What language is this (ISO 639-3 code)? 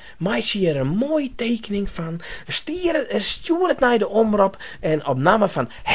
fry